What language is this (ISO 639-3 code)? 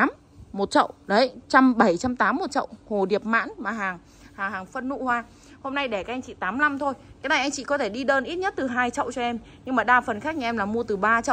vie